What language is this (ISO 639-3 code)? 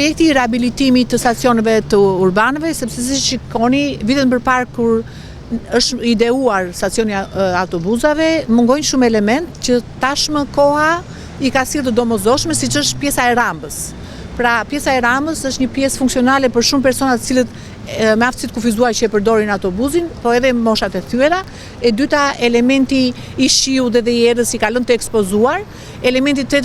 sqi